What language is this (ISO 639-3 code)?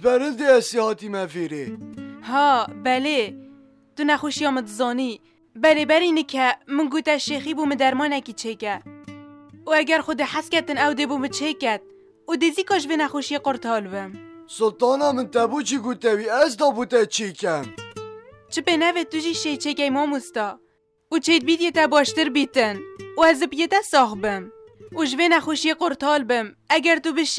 kur